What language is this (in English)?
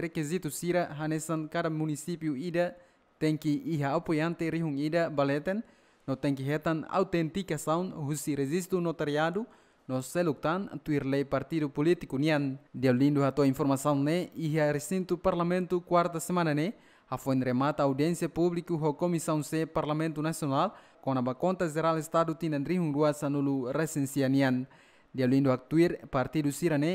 Tetum